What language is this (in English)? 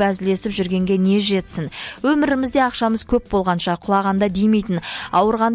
Kazakh